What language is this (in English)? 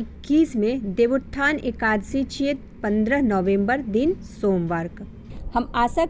Maithili